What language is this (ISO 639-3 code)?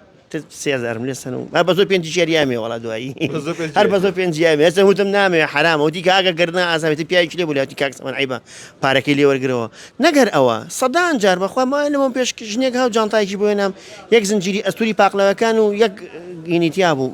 ckb